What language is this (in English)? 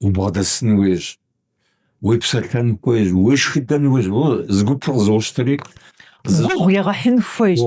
Kabardian